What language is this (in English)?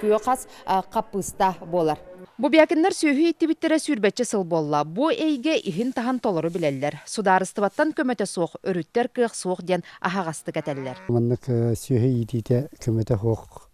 Yakut